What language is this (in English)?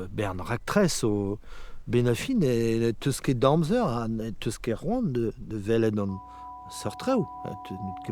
Breton